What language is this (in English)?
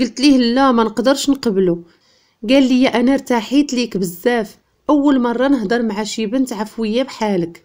Moroccan Arabic